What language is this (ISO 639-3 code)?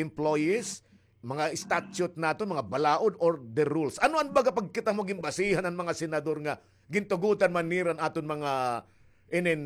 war